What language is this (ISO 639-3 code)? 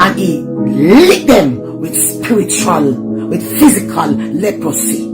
jam